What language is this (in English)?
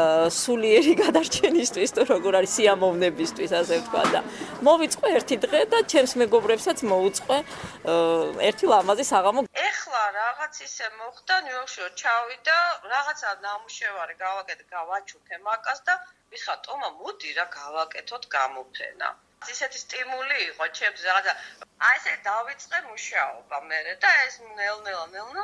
Georgian